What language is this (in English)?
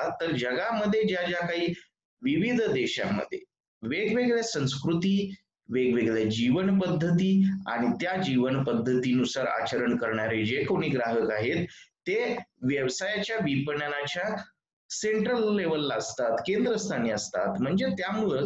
Marathi